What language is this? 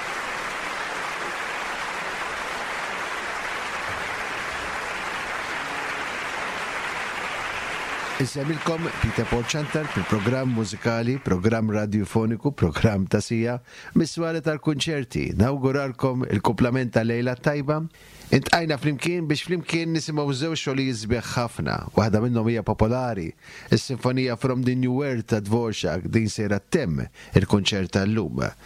Maltese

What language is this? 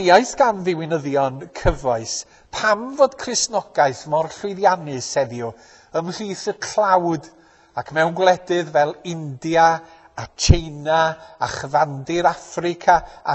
Welsh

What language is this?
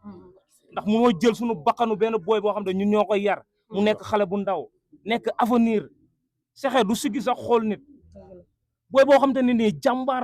Wolof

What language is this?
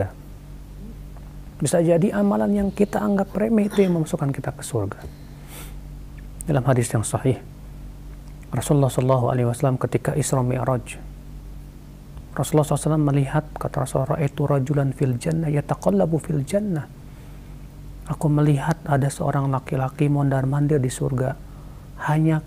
Indonesian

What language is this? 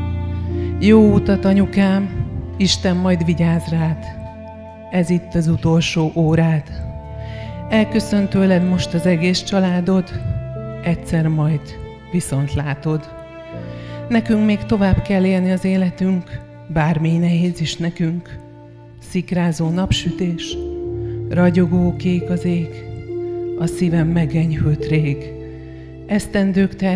Hungarian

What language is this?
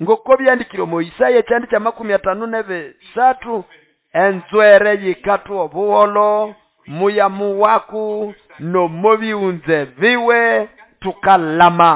Nande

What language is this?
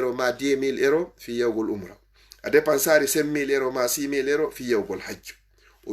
Fula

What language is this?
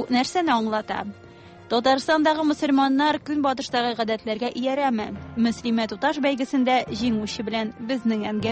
Tatar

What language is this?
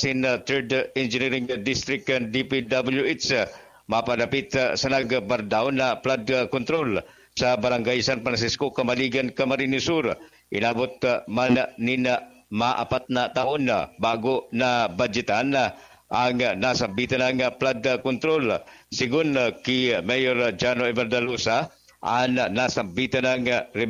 Bikol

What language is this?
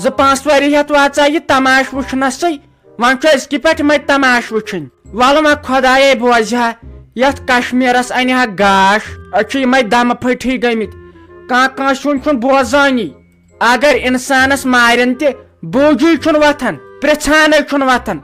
Kashmiri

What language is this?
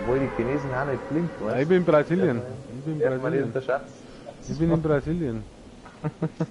Bavarian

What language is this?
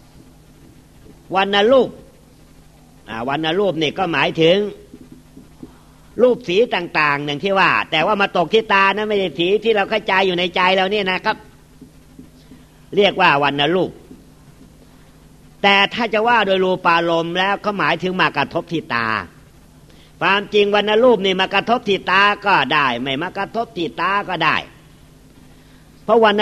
Thai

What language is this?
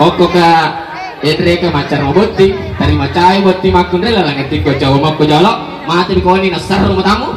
Buginese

